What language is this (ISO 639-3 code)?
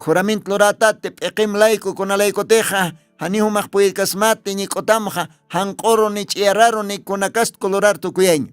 aym